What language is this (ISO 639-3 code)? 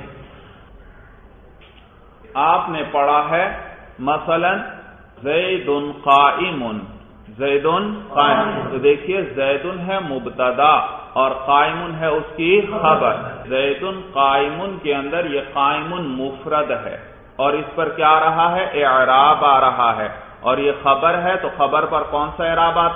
urd